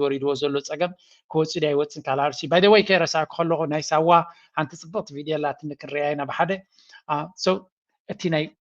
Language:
Tigrinya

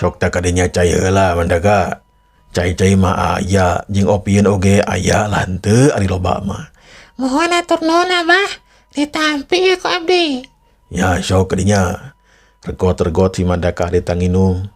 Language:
Sundanese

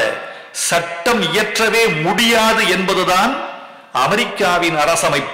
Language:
Tamil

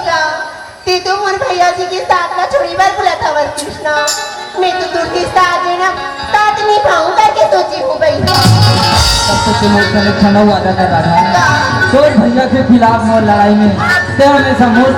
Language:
Chhattisgarhi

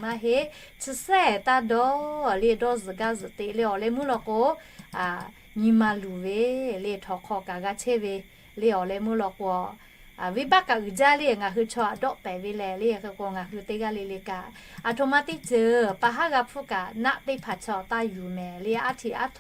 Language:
Lahu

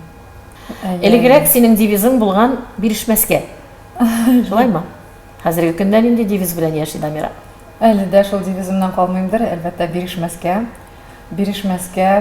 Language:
Tatar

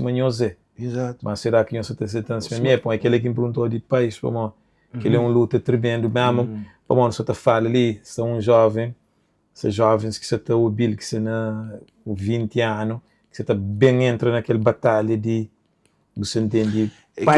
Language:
Kabuverdianu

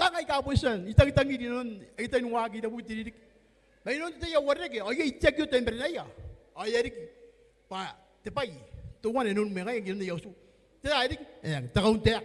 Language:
Gilbertese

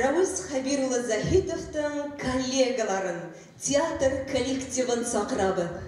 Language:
Bashkir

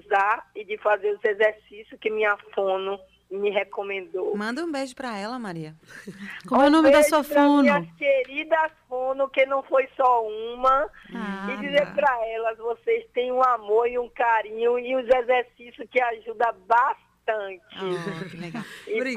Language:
Portuguese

